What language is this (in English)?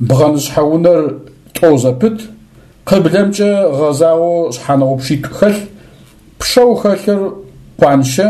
Adyghe